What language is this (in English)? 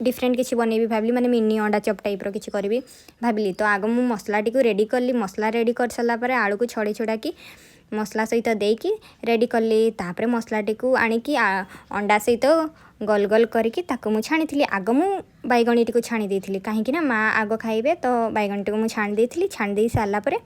Odia